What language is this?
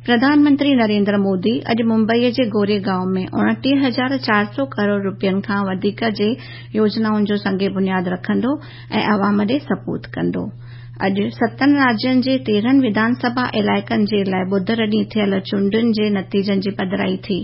Sindhi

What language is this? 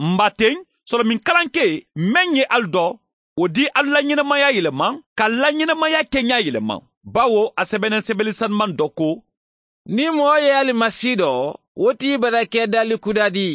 Mandingo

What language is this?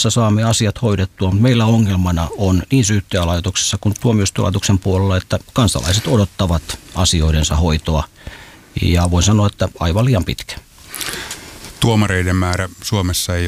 Finnish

